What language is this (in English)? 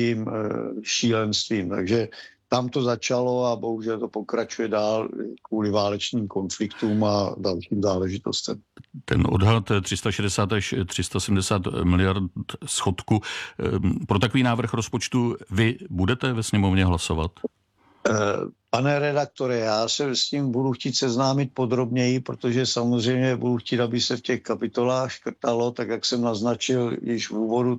Czech